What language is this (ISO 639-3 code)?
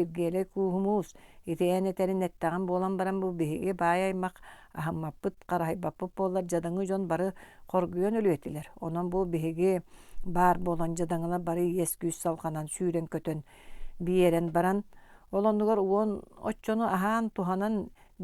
sah